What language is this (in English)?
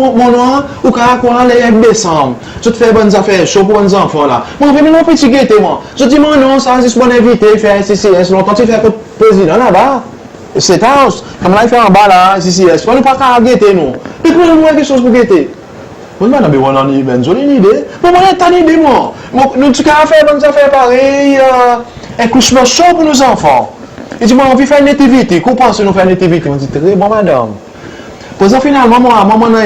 Seselwa Creole French